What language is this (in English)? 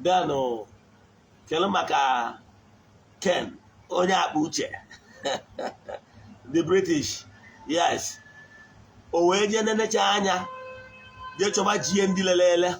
Igbo